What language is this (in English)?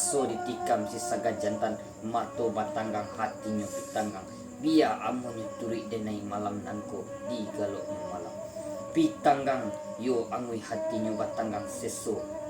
Minangkabau